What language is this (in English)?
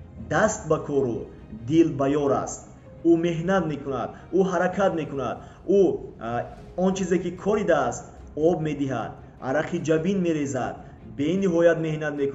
Tajik